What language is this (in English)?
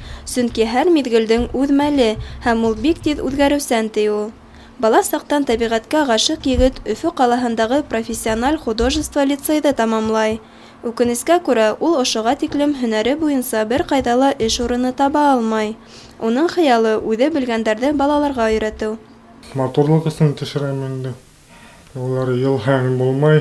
Bashkir